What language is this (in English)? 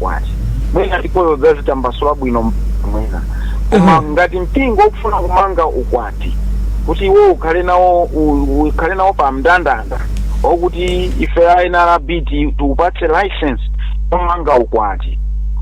Nyanja